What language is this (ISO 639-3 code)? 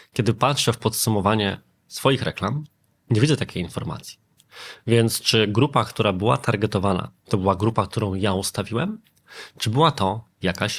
pol